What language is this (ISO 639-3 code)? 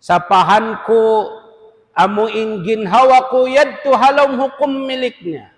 tsg